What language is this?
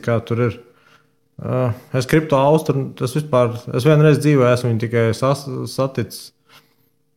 Latvian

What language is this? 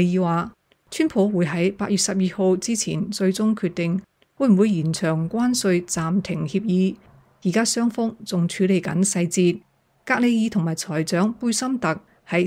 Cantonese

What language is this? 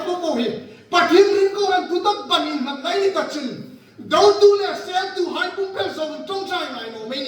Hmar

